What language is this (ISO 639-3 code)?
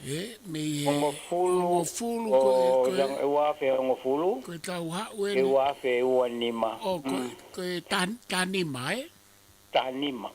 ton